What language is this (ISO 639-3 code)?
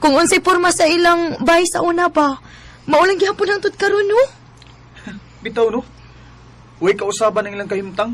ceb